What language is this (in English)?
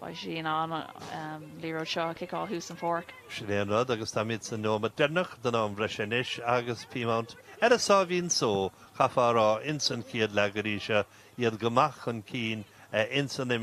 Irish